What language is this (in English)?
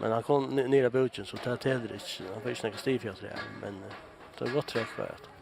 Faroese